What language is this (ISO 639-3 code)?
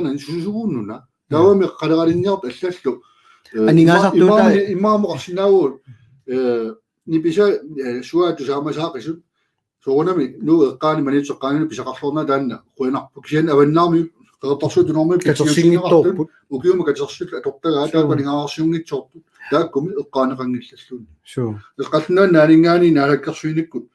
kal